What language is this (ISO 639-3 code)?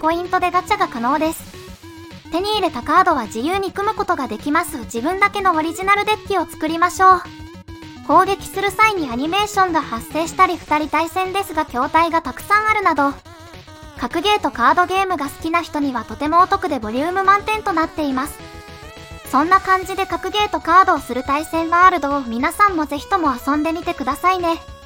jpn